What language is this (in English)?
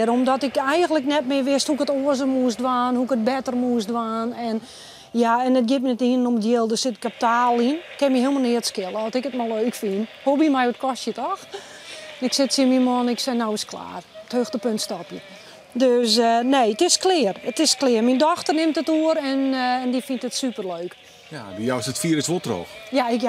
Western Frisian